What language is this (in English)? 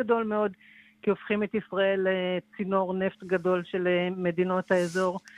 Hebrew